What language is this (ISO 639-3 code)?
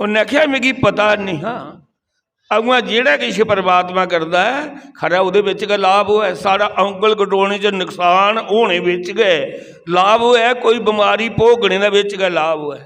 doi